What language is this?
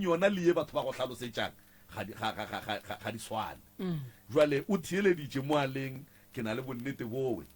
Northern Sotho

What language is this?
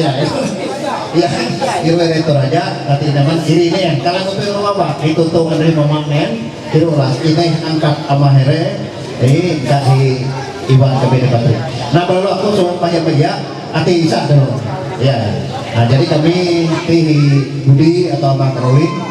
Ma'anyan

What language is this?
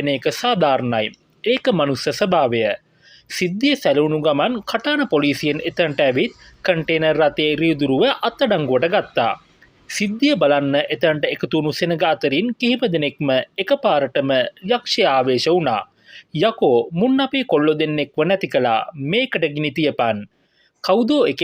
Sinhala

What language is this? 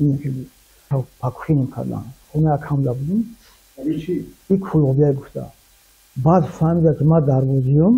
Tajik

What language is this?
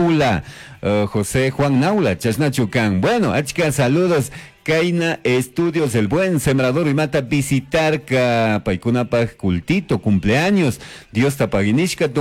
Chimborazo Highland Quichua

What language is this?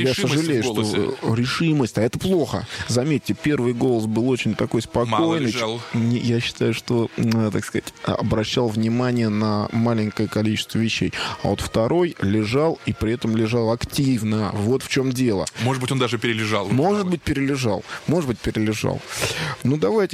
Russian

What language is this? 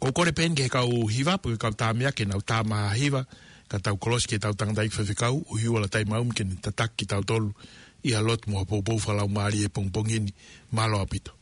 Tongan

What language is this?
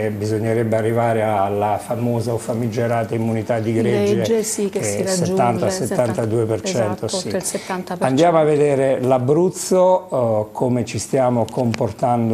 Italian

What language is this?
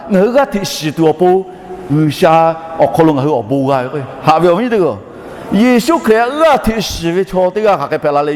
Lahu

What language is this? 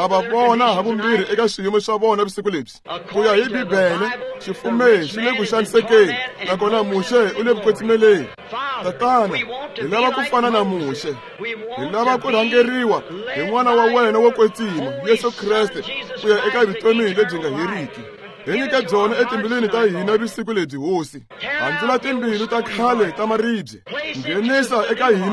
Tsonga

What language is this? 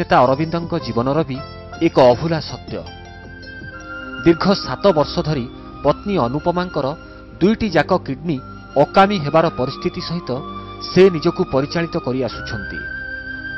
Odia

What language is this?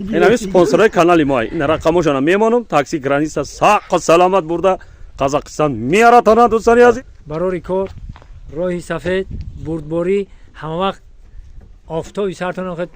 Tajik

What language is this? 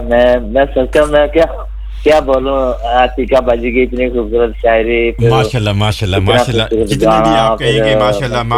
Urdu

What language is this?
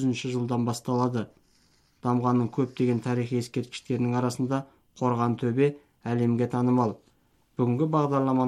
Kazakh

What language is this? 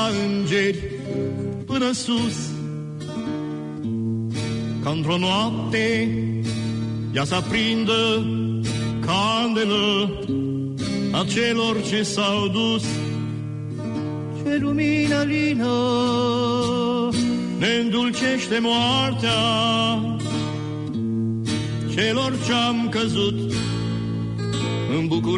Romanian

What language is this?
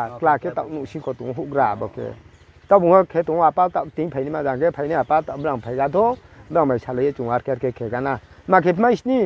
Riang (India)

